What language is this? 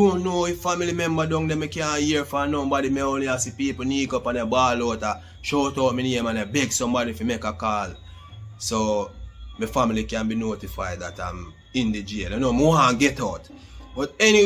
Jamaican Creole English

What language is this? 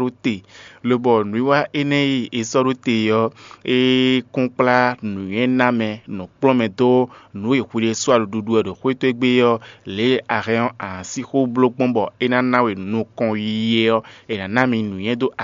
Fon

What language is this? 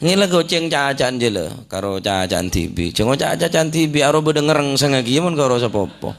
Madurese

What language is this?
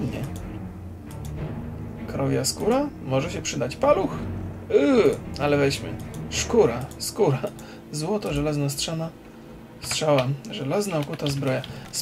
Polish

